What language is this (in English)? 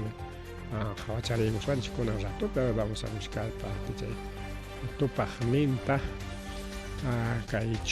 Ayacucho Quechua